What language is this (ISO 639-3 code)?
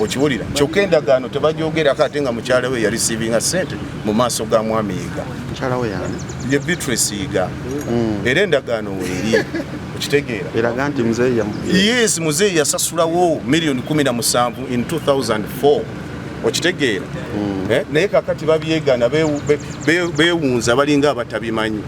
lug